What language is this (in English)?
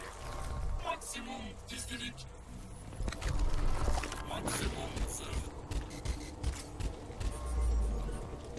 Turkish